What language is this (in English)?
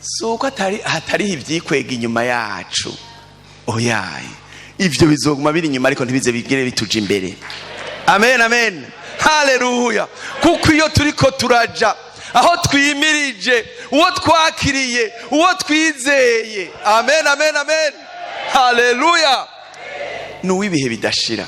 Rundi